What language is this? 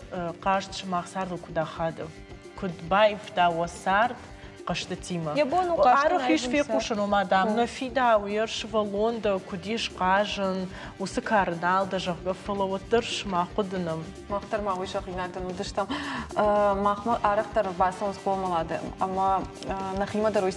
Ossetic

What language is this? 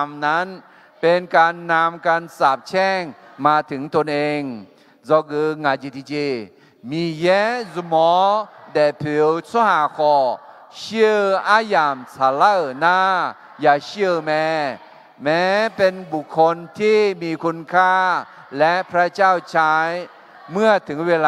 Akha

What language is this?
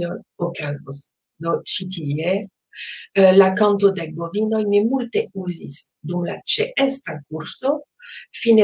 Esperanto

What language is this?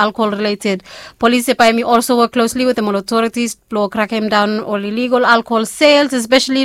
Bislama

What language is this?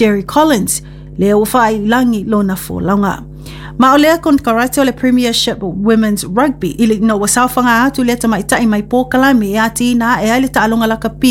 Samoan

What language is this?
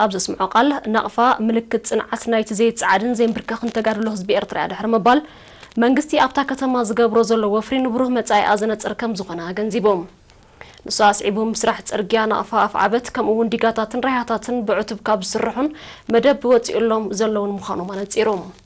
Tigrinya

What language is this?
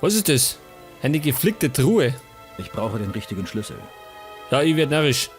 Bavarian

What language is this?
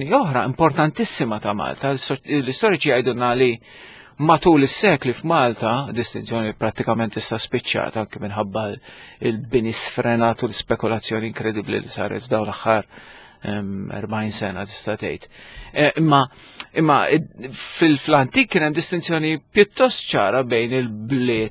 Maltese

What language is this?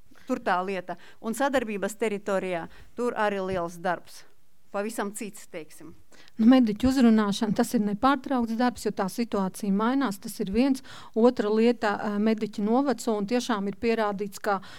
Latvian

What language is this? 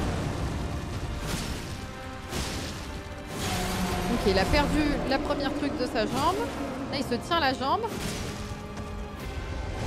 French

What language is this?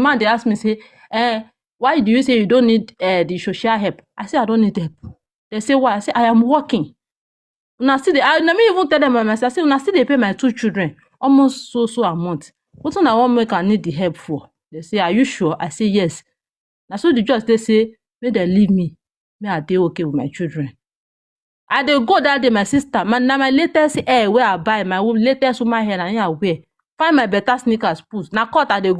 Nigerian Pidgin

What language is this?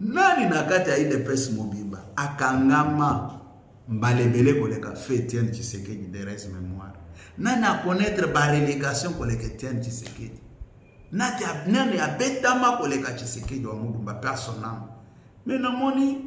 Lingala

